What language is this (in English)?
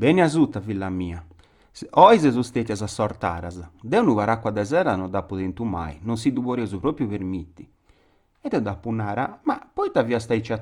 Sardinian